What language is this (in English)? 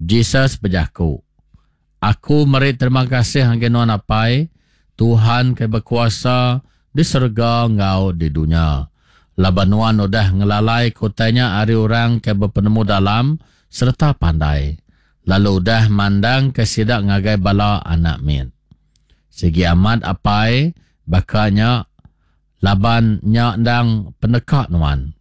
Iban